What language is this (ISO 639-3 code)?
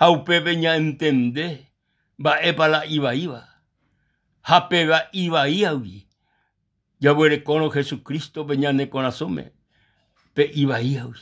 grn